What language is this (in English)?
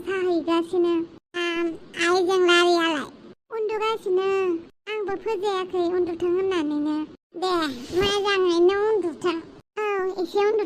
Bodo